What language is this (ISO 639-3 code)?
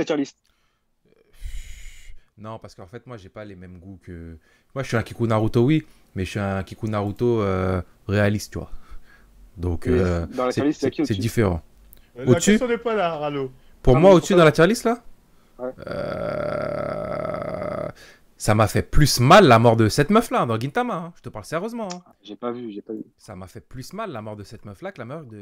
fra